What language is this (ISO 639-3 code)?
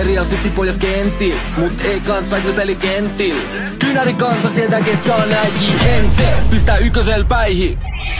fin